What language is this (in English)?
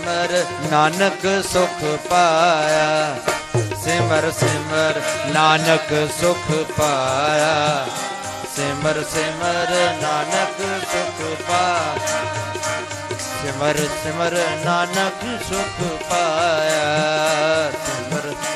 Punjabi